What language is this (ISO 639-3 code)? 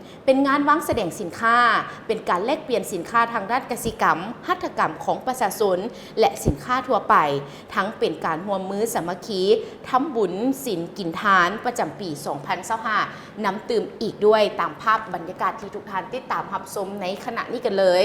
lao